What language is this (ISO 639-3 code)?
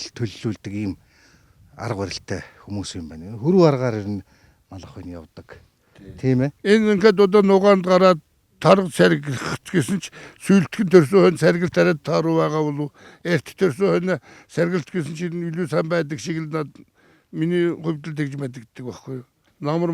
mon